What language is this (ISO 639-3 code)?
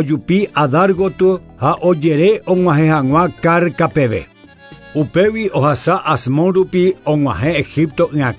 grn